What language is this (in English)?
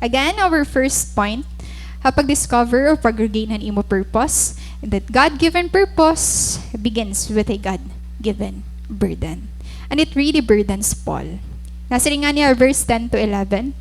Waray